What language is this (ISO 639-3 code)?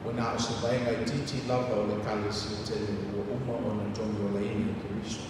smo